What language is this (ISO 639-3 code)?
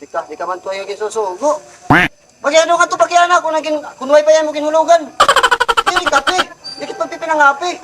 war